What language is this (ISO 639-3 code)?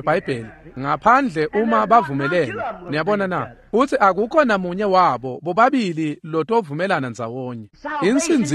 ssw